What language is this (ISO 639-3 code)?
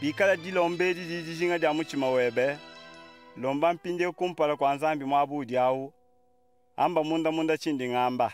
lua